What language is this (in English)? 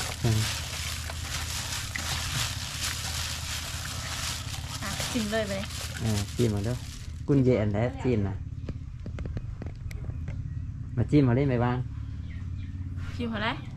Thai